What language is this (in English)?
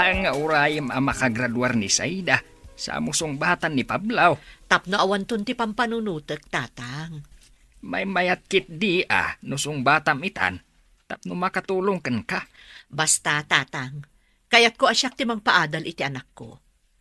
Iloko